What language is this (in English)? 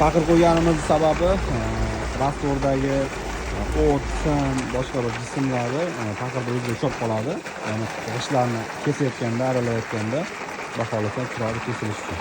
Uzbek